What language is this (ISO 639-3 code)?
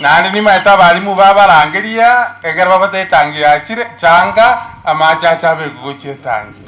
guz